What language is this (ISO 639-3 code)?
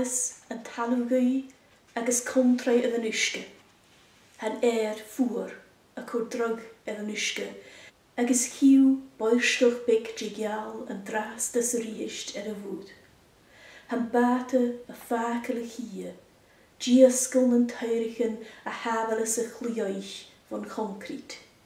gla